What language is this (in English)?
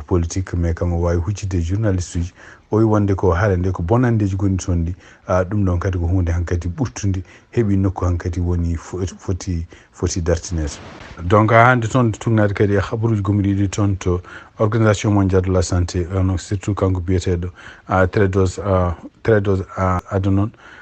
Fula